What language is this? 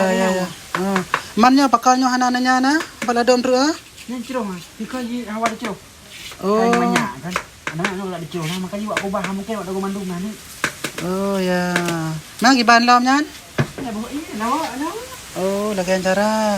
Achinese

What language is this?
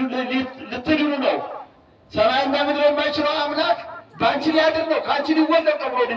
Amharic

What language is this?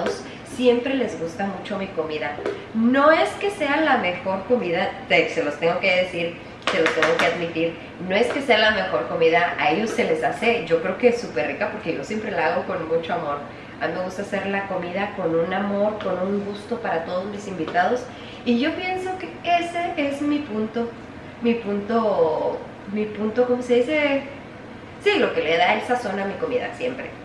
Spanish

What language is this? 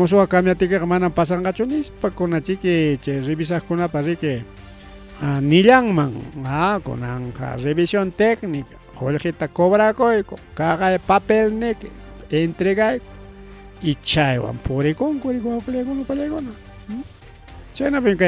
Ayacucho Quechua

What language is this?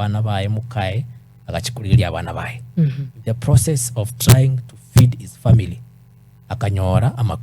Gusii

